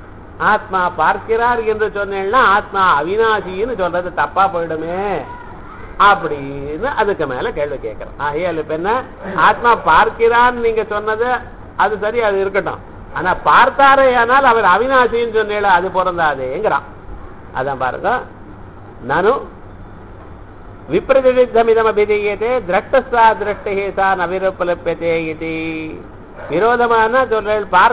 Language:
Tamil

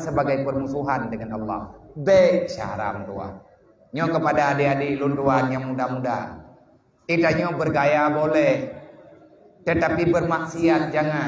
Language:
Achinese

